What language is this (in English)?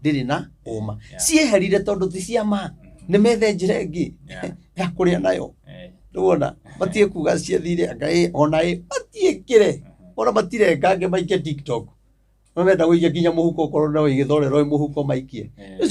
Kikuyu